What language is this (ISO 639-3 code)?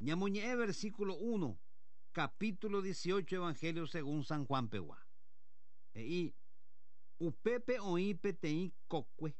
grn